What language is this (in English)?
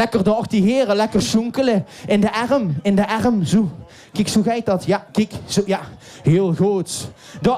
Limburgish